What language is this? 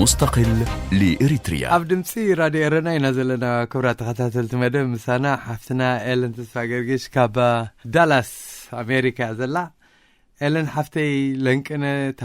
Tigrinya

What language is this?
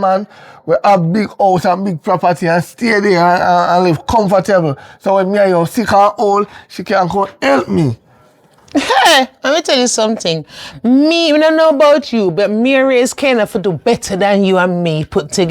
Jamaican Creole English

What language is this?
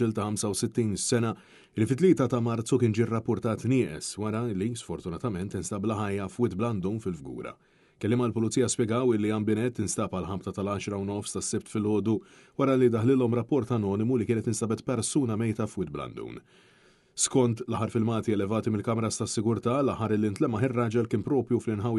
Maltese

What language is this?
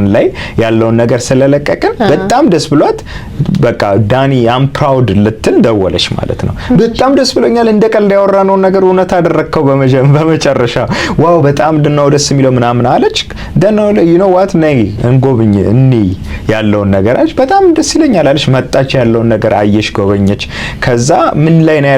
Amharic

